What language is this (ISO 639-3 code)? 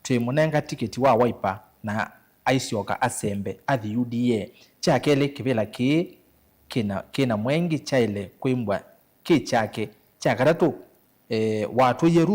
kam